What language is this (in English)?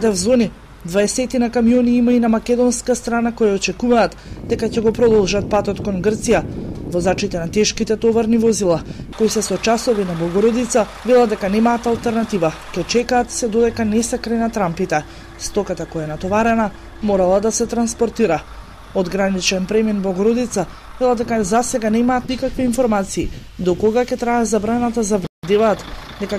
Macedonian